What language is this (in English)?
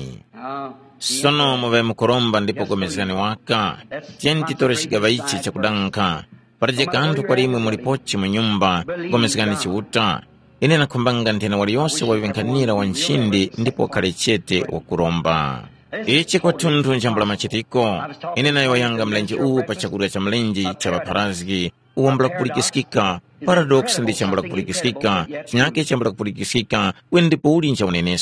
Tumbuka